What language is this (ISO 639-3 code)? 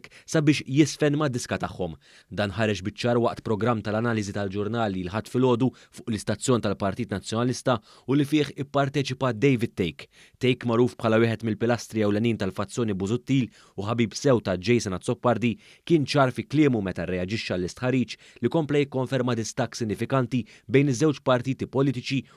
mlt